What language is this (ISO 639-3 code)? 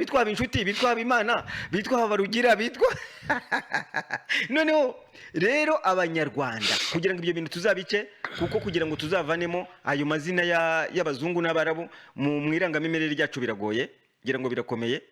kin